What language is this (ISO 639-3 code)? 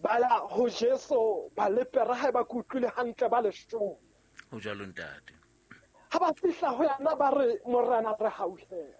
sot